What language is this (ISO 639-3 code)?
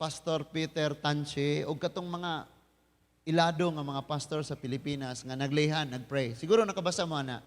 ceb